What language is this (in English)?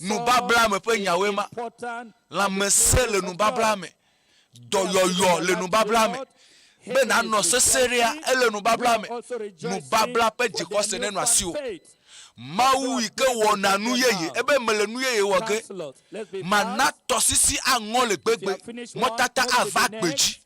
Ewe